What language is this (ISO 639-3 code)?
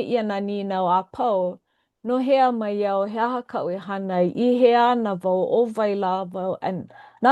haw